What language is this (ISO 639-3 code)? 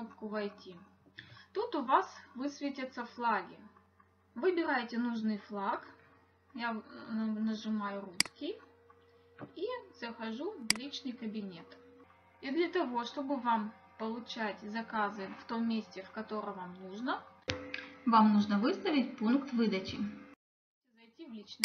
rus